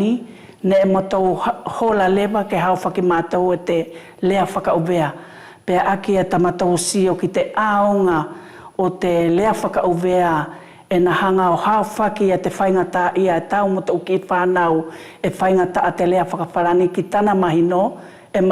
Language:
Wallisian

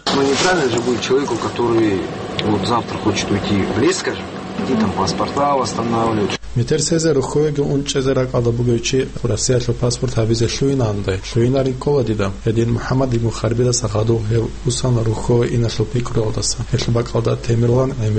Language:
Avaric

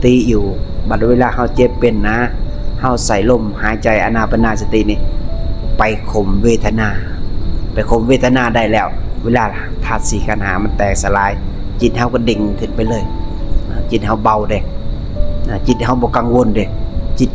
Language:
Lao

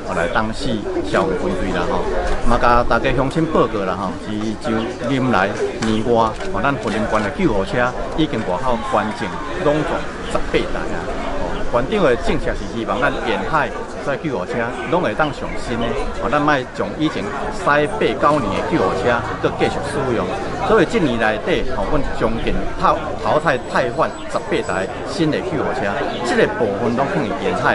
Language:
Min Nan Chinese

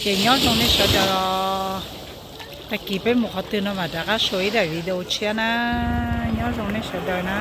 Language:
Hmong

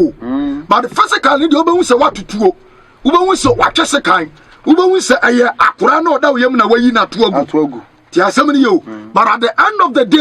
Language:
Akan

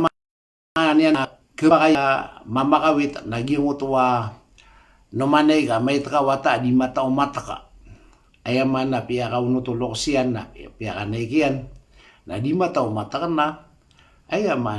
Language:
Maranao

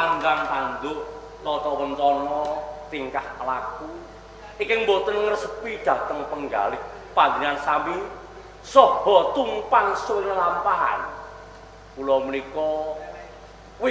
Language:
Javanese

